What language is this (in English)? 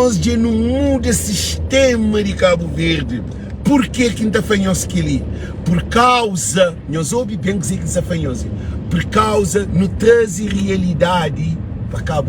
Kabuverdianu